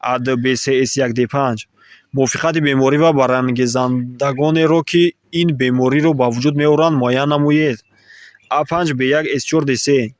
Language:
Tajik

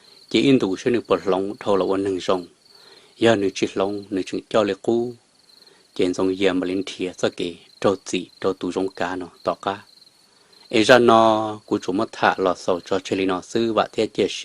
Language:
Hmong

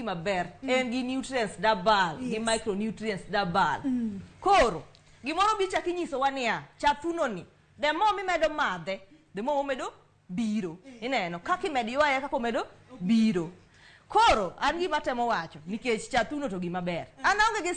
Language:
Luo (Kenya and Tanzania)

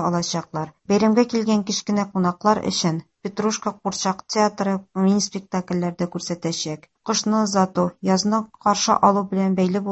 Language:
Tatar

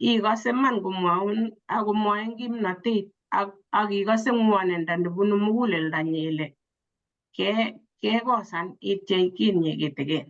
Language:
Kalenjin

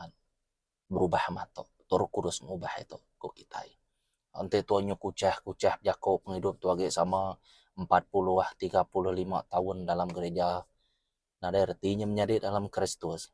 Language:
Iban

